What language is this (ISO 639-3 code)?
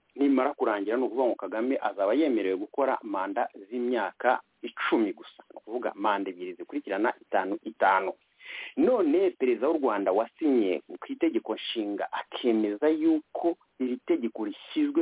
kin